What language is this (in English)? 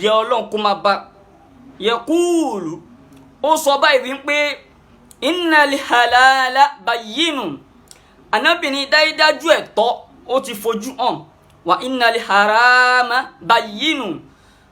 Yoruba